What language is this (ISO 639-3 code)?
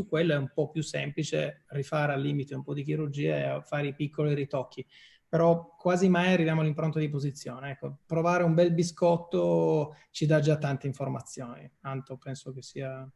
ita